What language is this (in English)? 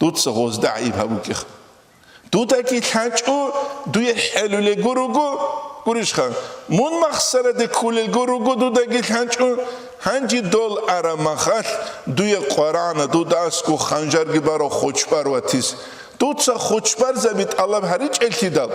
Avaric